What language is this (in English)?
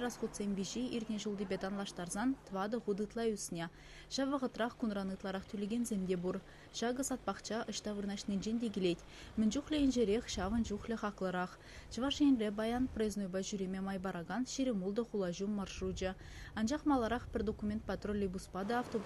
Chuvash